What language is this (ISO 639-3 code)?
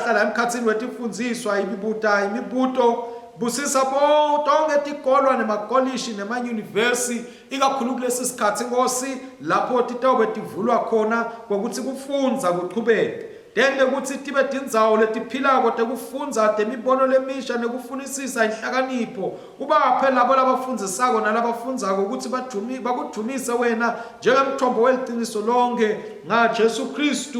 ssw